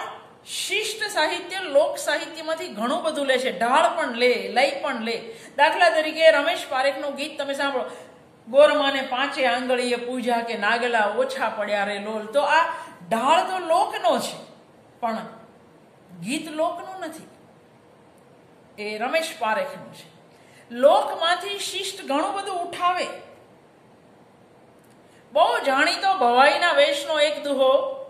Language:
Gujarati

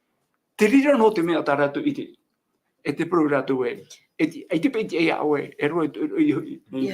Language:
Tahitian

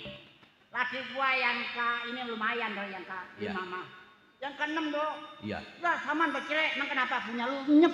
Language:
Betawi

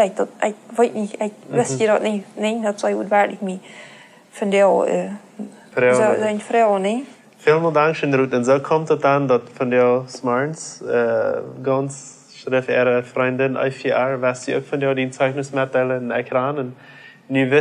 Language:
Plautdietsch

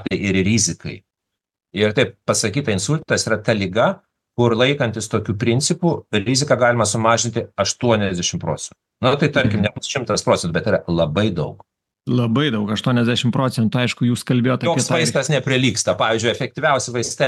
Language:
Lithuanian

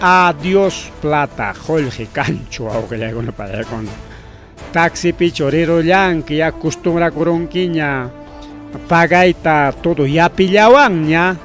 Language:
Ayacucho Quechua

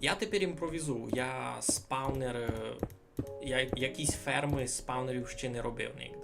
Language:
Rusyn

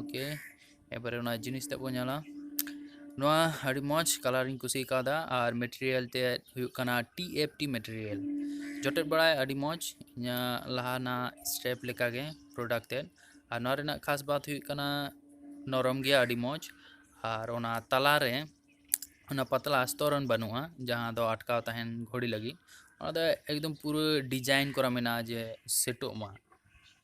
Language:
Santali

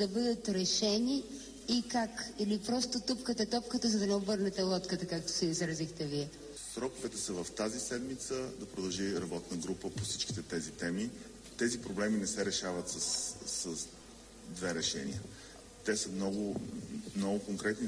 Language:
Bulgarian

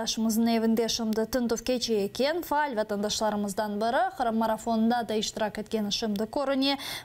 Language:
Crimean Tatar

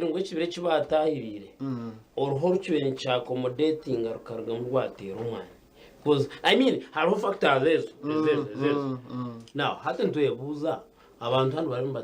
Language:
Nyankole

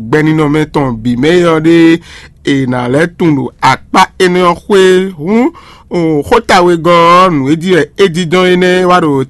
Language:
Fon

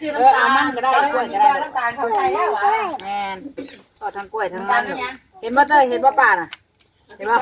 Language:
Northeastern Thai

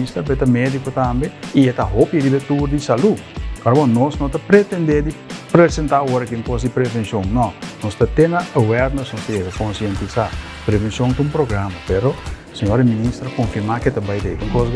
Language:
Papiamento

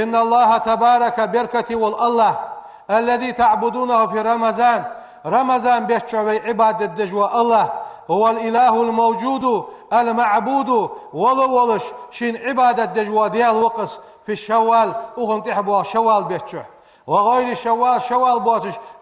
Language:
Ingush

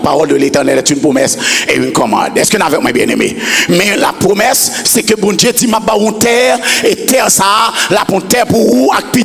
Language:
French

